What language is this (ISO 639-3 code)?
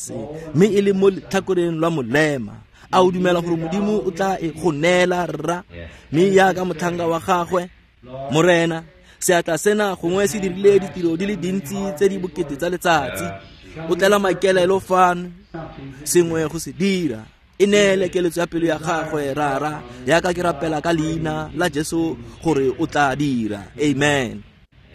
tsn